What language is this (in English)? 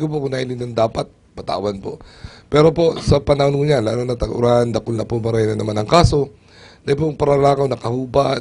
Bikol